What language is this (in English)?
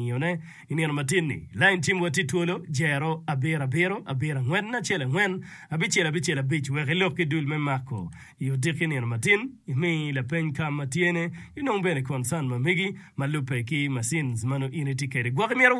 Acoli